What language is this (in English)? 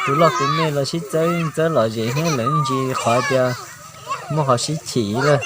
Hmong